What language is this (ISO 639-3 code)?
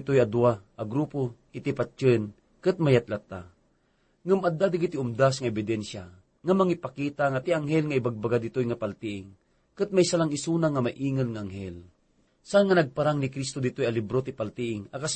ilo